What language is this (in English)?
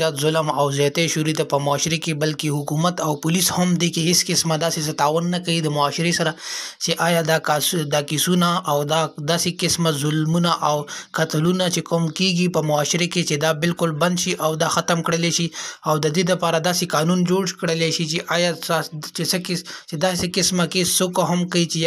Pashto